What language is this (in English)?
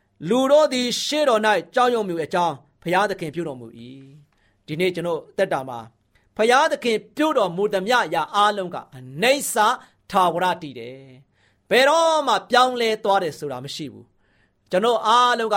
Burmese